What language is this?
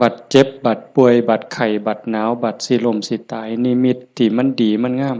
Northeastern Thai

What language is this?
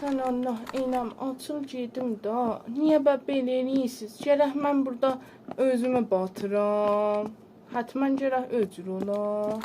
South Azerbaijani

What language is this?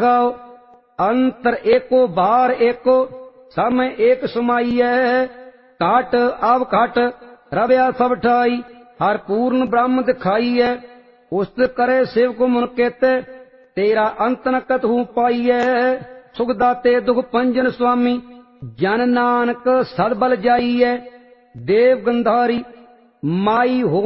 Punjabi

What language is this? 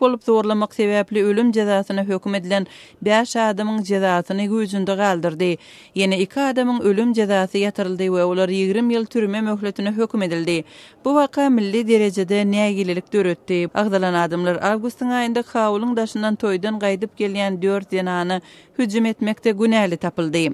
Turkmen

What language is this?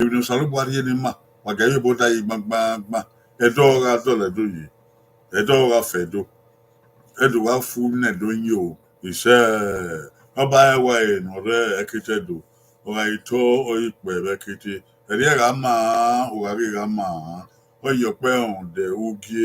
Bini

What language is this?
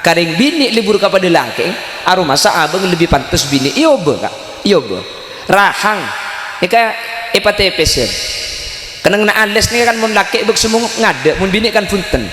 Madurese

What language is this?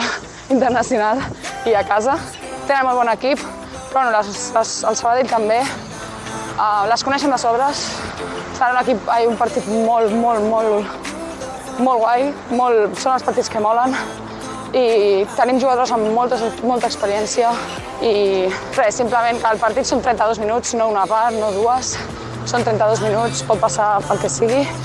Catalan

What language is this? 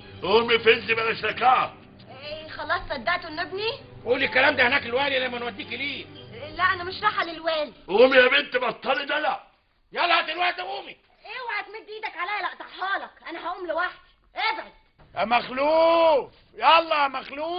Egyptian Arabic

